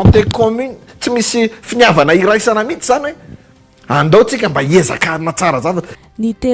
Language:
Malagasy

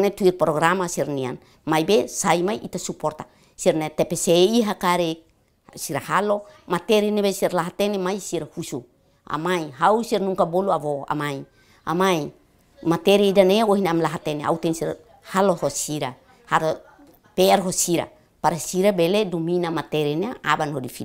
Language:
Tetum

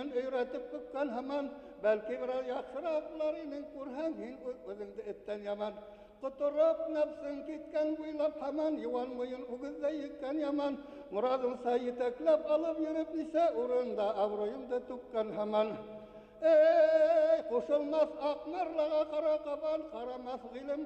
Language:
Bashkir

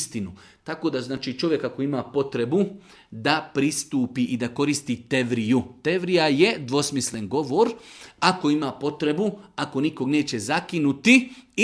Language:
Bosnian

